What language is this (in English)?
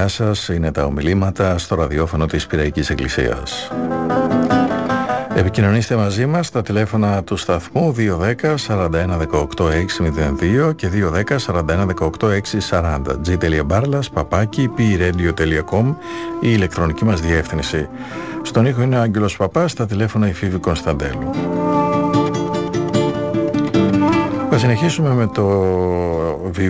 Greek